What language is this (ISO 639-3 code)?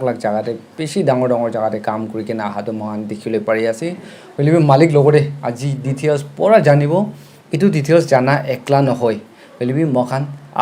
nag